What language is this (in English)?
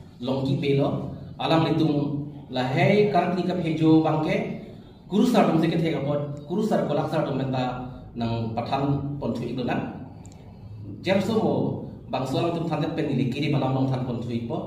Karbi